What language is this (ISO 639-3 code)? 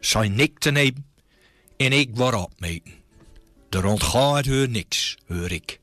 gos